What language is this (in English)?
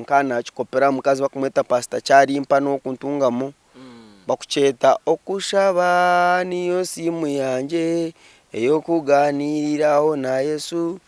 Nyankole